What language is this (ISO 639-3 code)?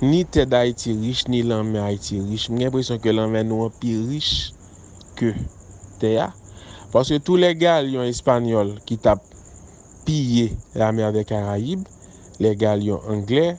hat